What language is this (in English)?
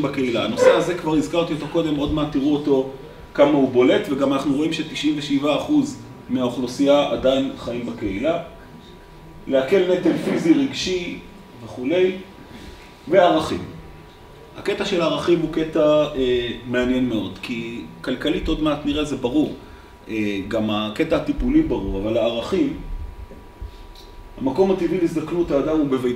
Hebrew